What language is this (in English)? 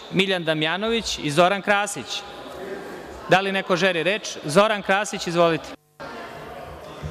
Serbian